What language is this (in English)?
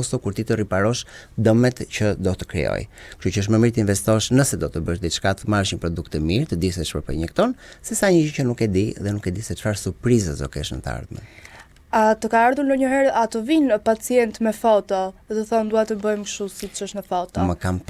Albanian